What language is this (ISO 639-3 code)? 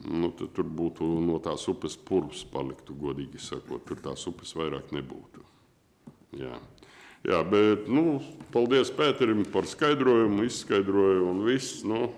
lav